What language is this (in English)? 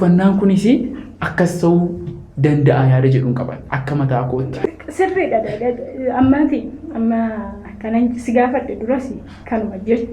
Oromo